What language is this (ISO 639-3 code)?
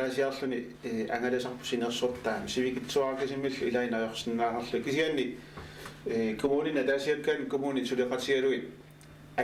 kal